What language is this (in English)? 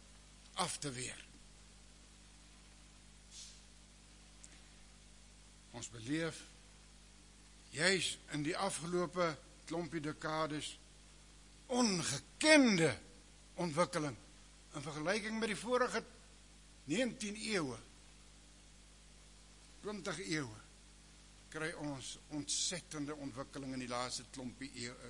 Afrikaans